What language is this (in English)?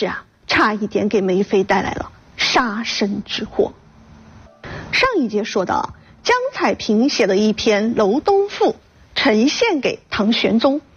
Chinese